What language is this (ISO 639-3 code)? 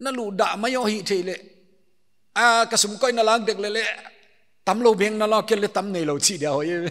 pck